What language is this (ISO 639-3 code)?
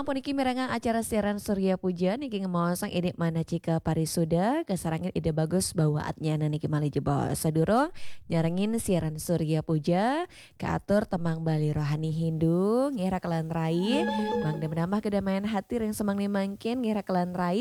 ban